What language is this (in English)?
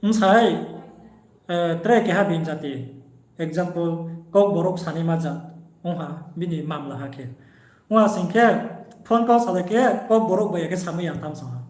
Riang (India)